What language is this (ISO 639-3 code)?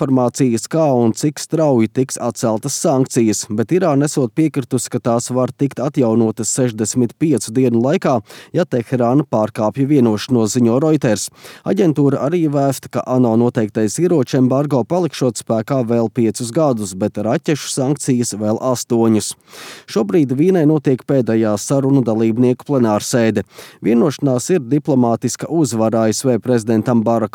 lav